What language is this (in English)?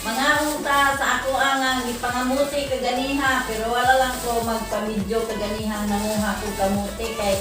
Cebuano